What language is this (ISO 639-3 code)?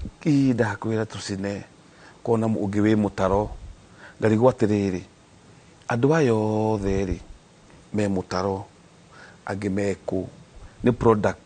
kik